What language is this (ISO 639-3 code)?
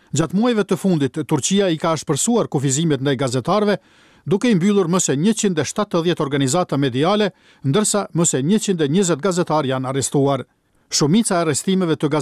sqi